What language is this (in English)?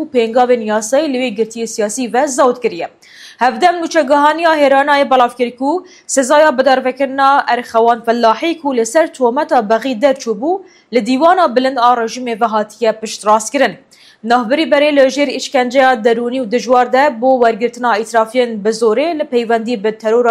Kurdish